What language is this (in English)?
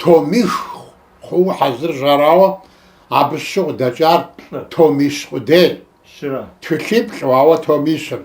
Kabardian